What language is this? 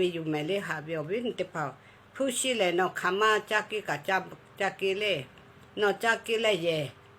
Lahu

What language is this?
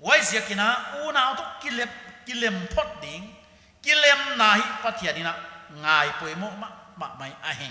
Paite Chin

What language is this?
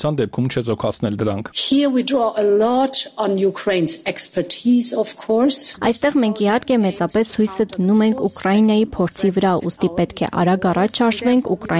Armenian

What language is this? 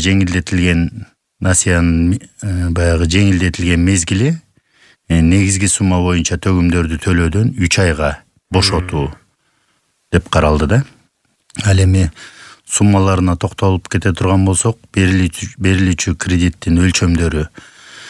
Kyrgyz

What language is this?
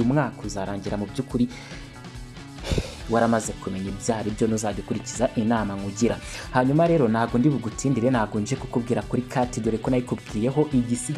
Kinyarwanda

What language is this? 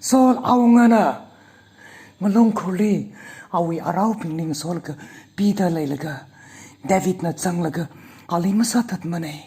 Tangkhul Naga (India)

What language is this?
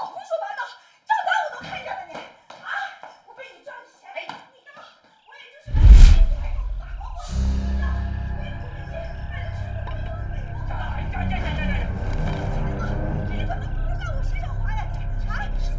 Chinese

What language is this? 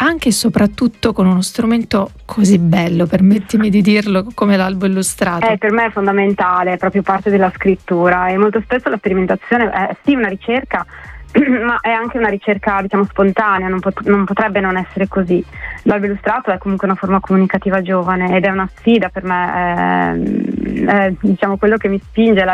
Italian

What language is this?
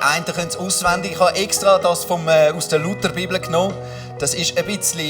Swiss German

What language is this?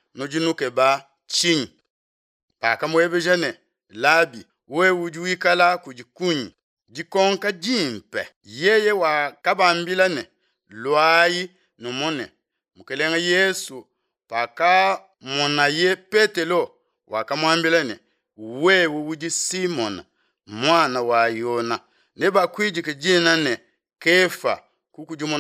Luba-Lulua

